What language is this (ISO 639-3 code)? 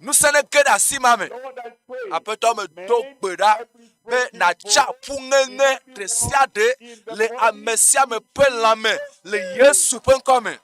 ewe